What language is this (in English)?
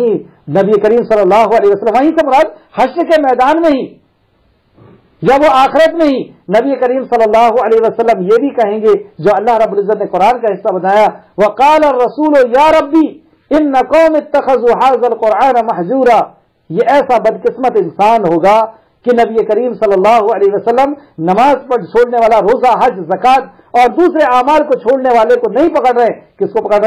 Urdu